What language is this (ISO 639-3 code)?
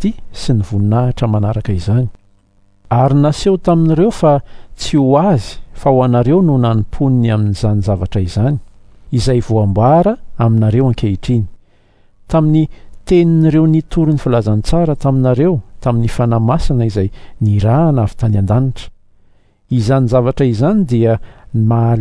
mlg